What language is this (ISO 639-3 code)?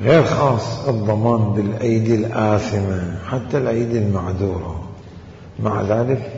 acm